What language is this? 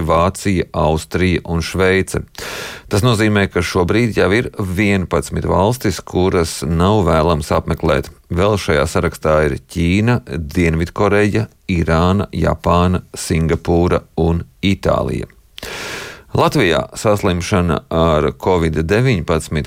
Latvian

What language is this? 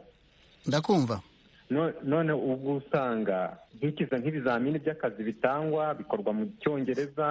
Kinyarwanda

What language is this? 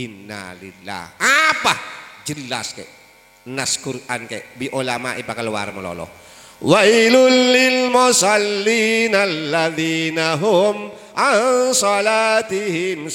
Madurese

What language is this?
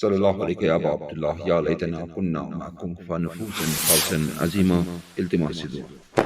Kashmiri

